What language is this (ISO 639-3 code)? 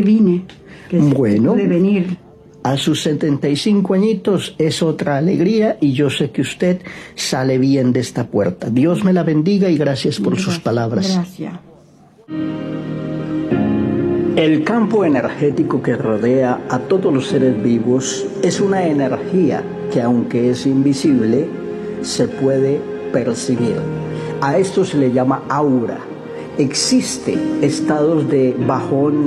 spa